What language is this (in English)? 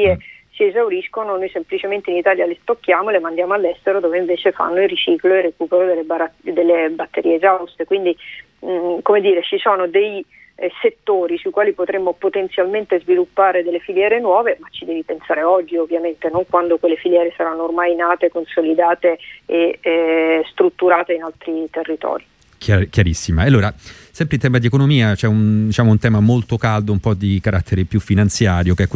Italian